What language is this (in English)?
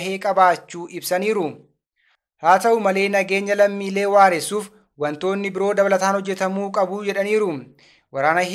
Oromo